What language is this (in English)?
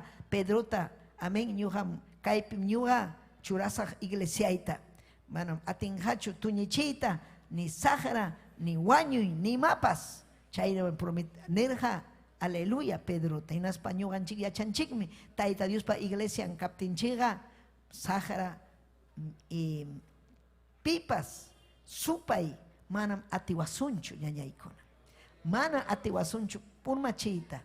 Ayacucho Quechua